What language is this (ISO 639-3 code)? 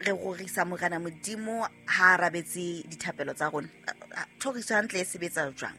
sot